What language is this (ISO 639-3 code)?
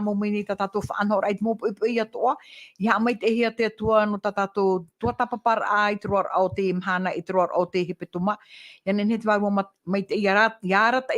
tah